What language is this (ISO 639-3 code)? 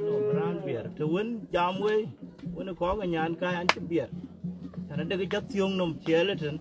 din